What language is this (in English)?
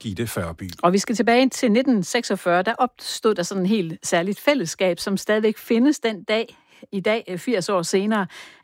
Danish